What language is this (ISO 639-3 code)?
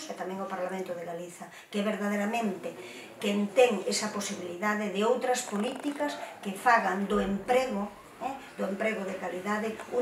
glg